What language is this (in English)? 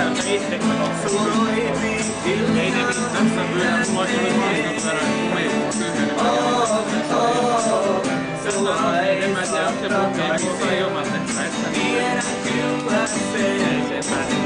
Finnish